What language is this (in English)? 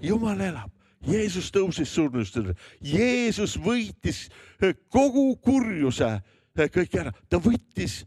Estonian